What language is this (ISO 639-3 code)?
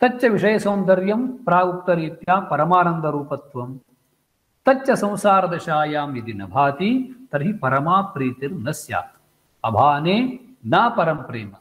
san